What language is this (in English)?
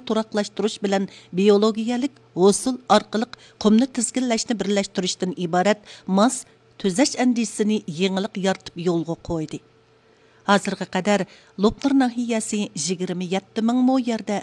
Uyghur